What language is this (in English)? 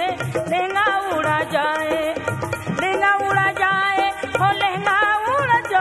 Bhojpuri